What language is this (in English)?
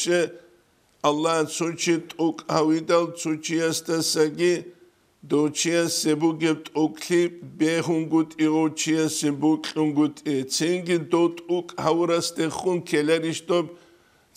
Avaric